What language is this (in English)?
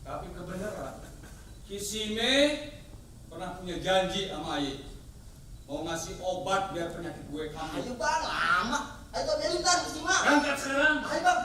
Betawi